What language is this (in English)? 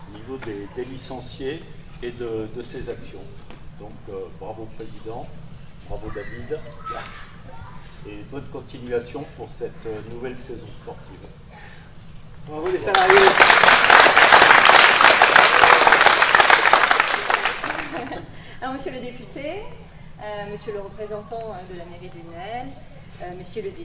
French